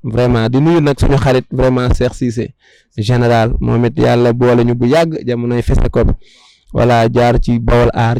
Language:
Wolof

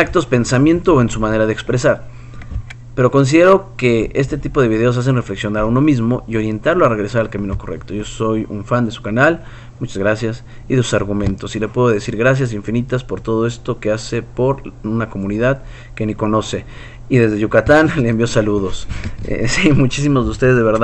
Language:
Spanish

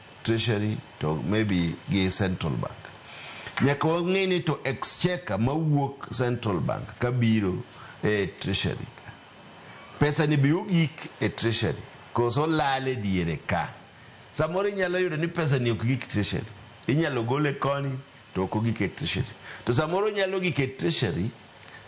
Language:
Luo (Kenya and Tanzania)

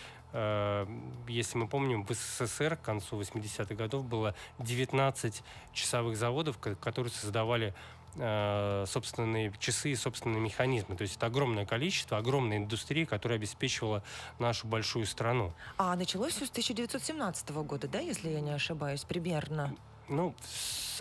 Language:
Russian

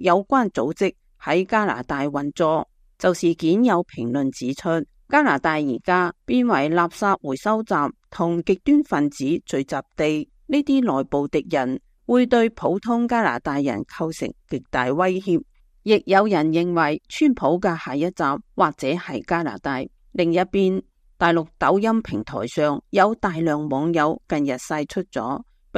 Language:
Cantonese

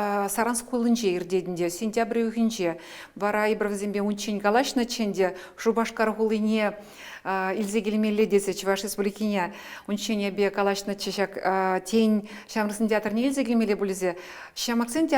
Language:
Chuvash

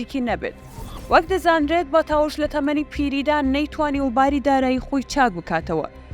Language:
Central Kurdish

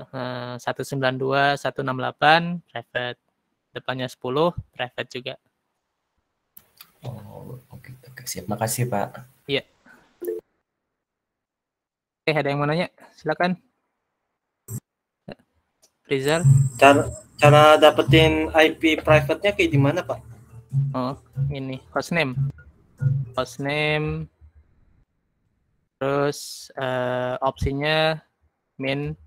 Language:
Indonesian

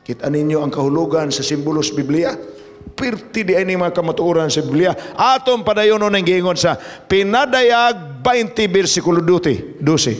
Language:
Cebuano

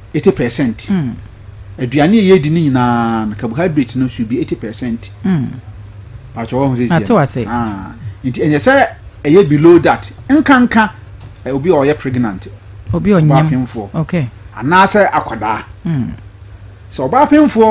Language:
Akan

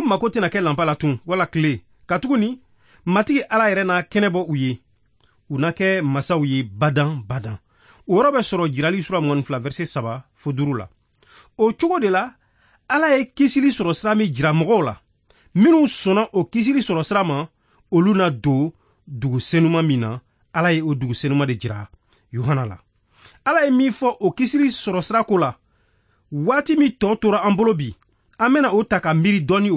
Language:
Bambara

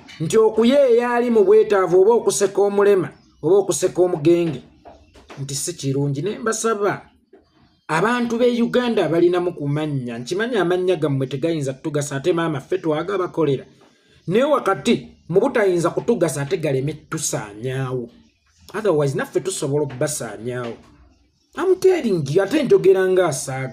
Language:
Ganda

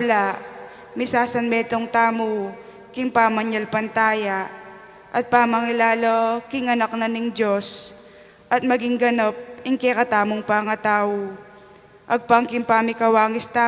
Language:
Pampanga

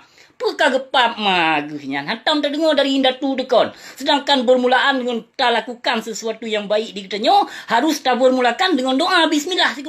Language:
Achinese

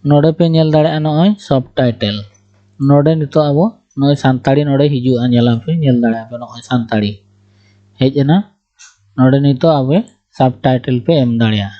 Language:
Santali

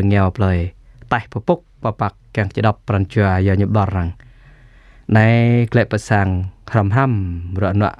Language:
Jarai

